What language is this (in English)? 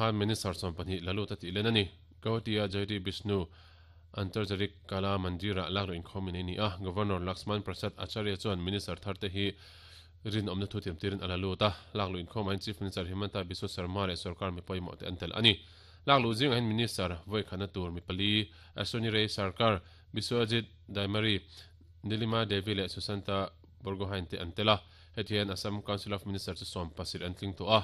Mizo